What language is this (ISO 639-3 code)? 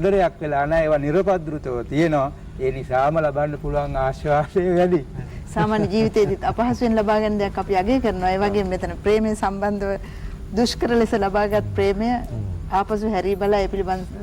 sin